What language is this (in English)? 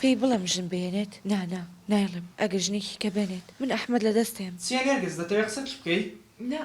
Central Kurdish